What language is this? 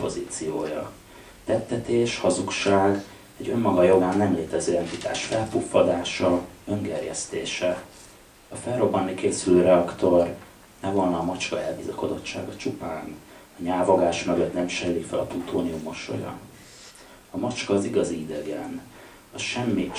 Hungarian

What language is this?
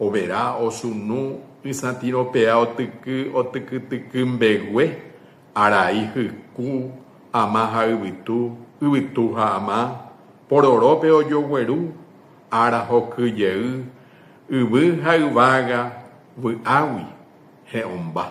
Guarani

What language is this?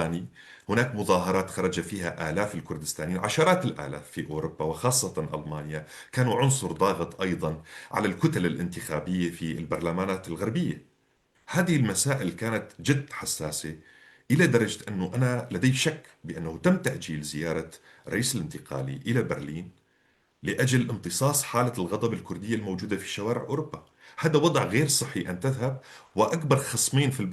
North Levantine Arabic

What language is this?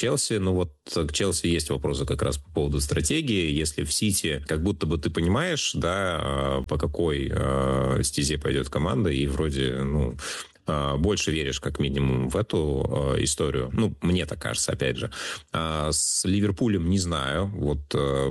Russian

